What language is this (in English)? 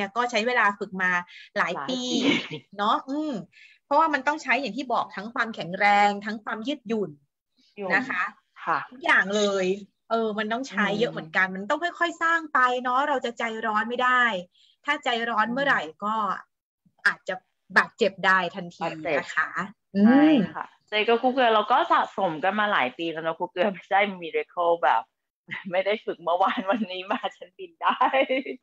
Thai